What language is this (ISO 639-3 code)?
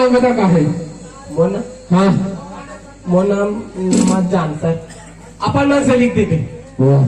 hne